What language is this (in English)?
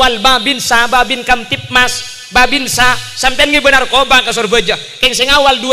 Madurese